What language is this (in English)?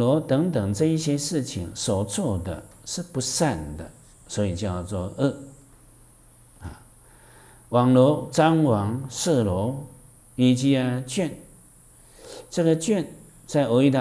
Chinese